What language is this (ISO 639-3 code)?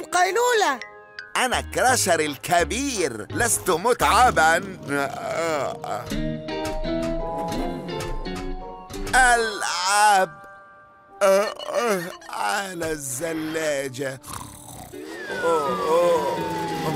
ara